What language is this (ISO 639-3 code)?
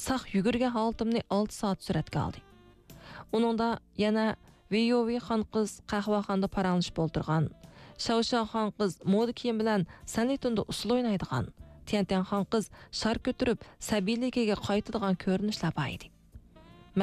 uig